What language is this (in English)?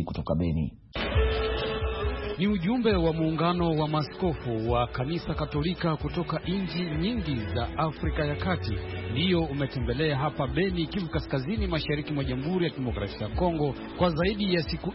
Swahili